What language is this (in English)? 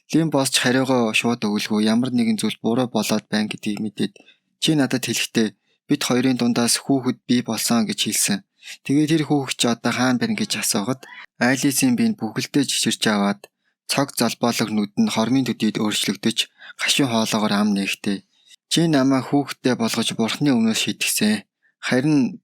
Mongolian